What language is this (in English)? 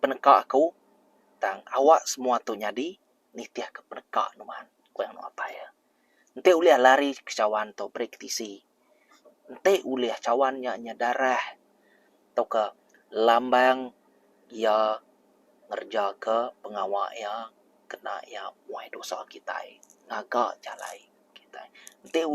Iban